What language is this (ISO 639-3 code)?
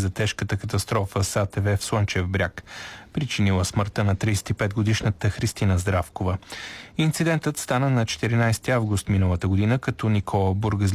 bul